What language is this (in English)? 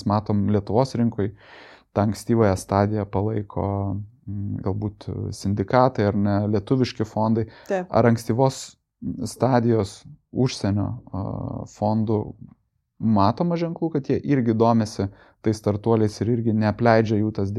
Lithuanian